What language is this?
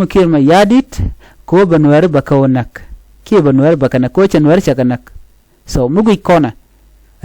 Nuer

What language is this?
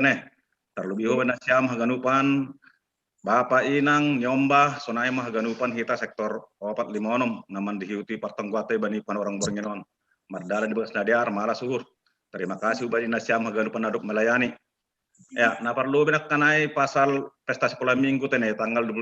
Batak Simalungun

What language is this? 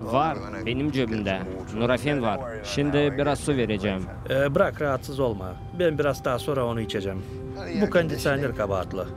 Gagauz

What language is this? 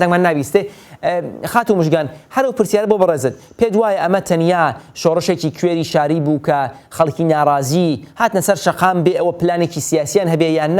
Central Kurdish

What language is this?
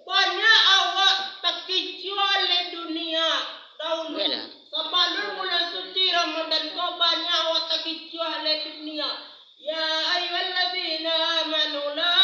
Minangkabau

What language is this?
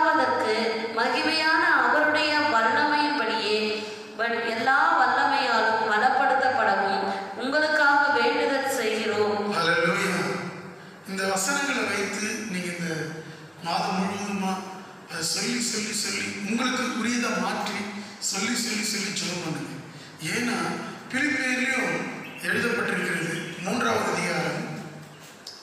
Tamil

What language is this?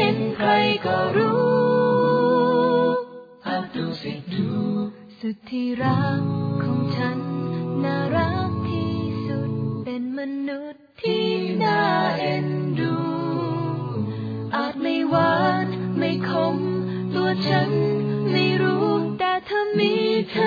Thai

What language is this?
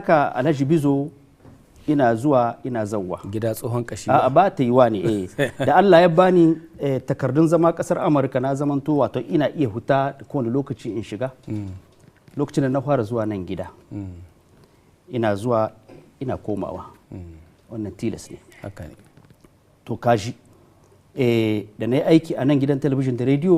Hausa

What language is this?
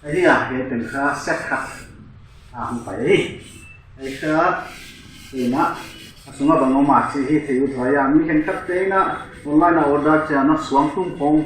Paite Chin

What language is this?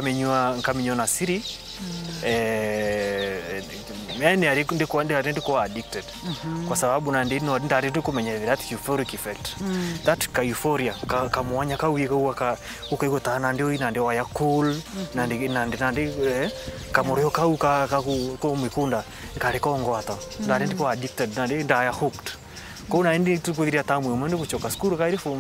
Meru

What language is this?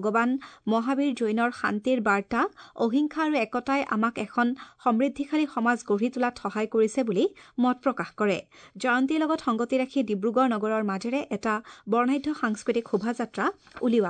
Assamese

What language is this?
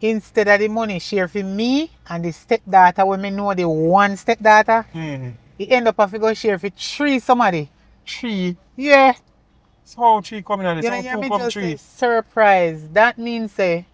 Jamaican Creole English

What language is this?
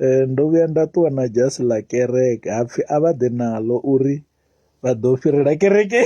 Venda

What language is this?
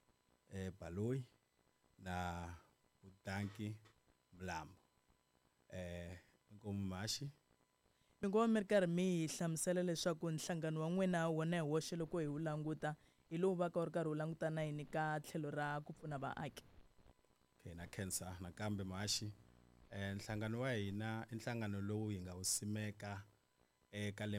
Tsonga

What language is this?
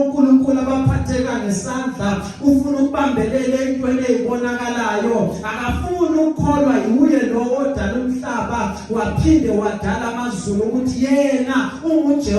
Zulu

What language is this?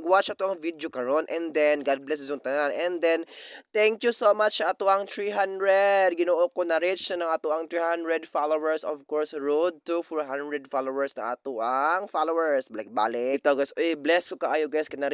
Cebuano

